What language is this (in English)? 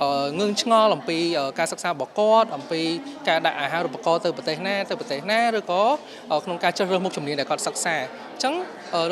Khmer